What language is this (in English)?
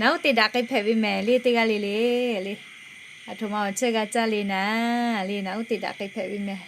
Lahu